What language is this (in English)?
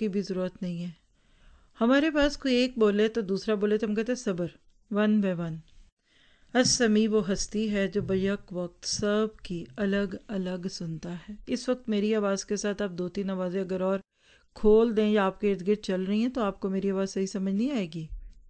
Urdu